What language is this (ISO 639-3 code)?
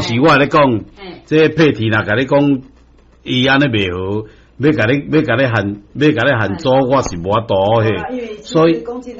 nan